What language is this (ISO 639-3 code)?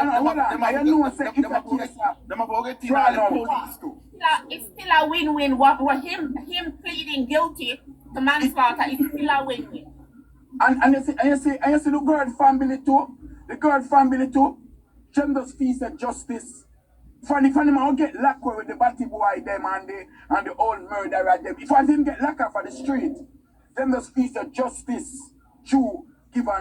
jam